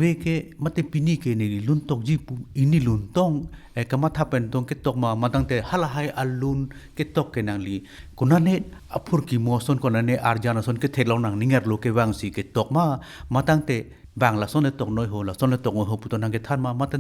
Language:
Karbi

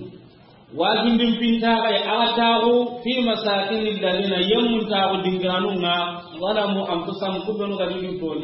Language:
Soninke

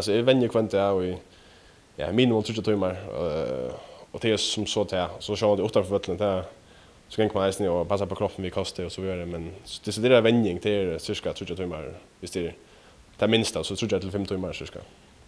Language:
Faroese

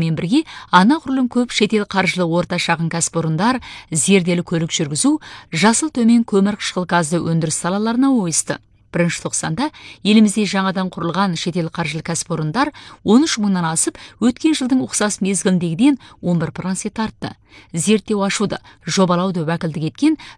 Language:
Kazakh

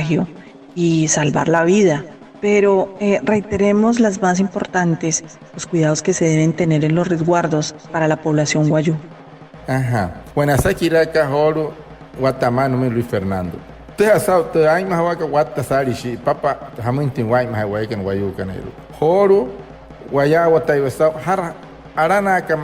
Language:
Wayuu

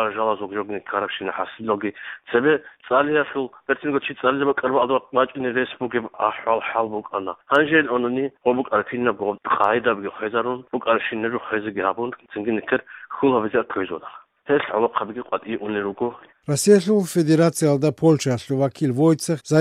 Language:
Avaric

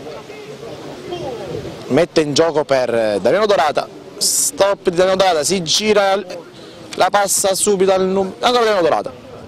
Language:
Italian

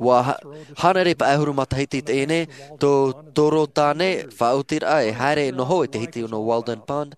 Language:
Tahitian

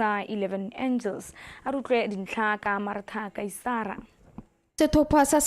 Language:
Tswana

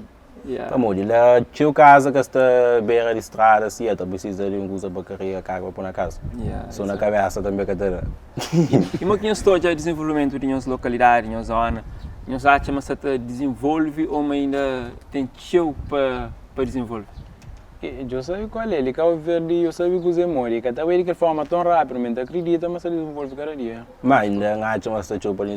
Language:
Kabuverdianu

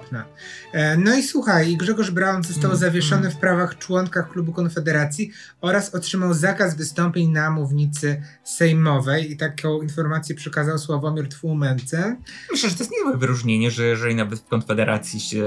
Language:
Polish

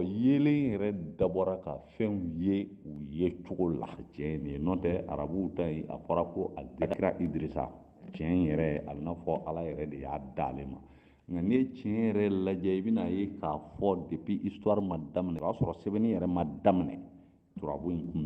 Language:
Bambara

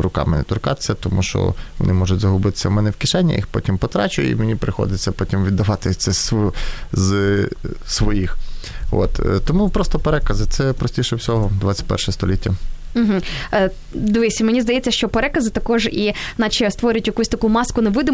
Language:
Ukrainian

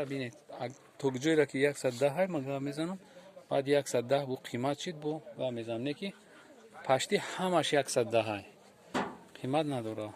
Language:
Tajik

